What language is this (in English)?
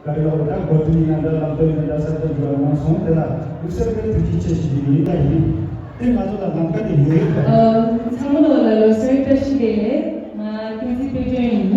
Tibetan